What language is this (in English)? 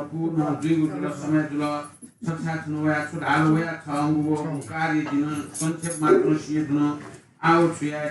Newari